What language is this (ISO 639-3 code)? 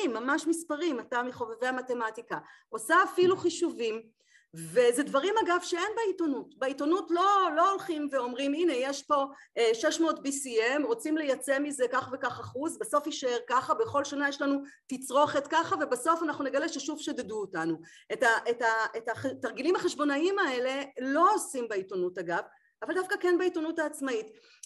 heb